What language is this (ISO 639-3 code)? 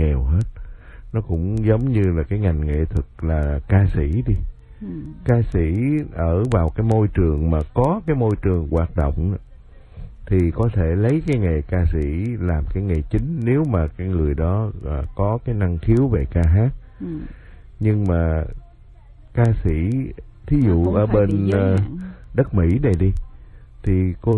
vie